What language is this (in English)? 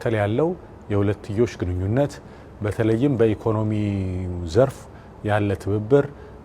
Amharic